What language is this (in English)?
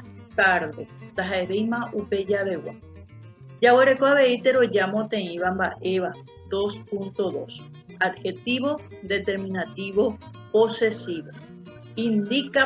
Guarani